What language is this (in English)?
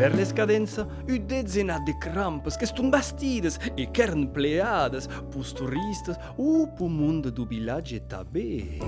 Occitan